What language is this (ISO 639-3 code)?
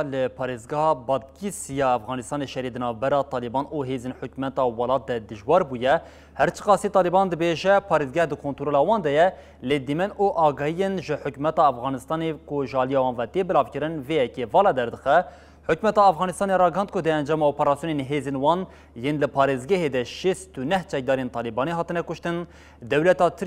kur